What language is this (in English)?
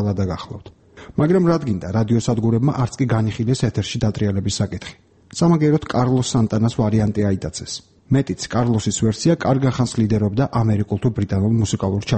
Georgian